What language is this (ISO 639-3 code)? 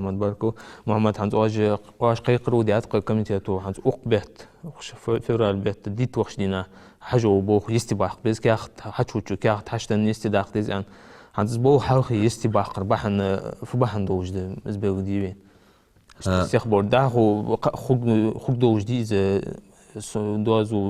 inh